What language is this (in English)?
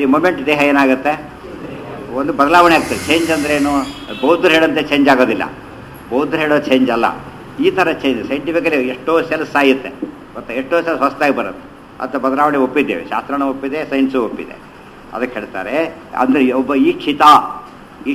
Kannada